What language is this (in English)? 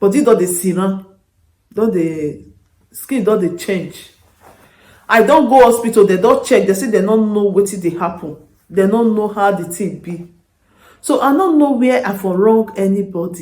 Nigerian Pidgin